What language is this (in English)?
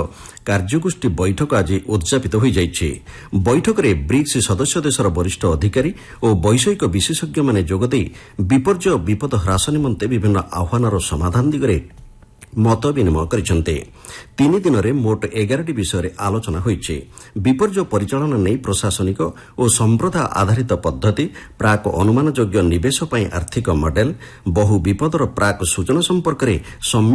Odia